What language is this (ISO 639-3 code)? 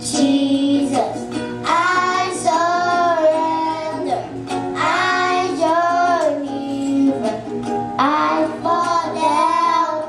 smo